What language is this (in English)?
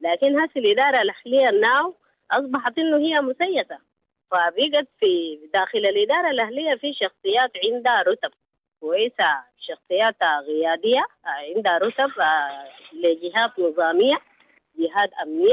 Sudanese Arabic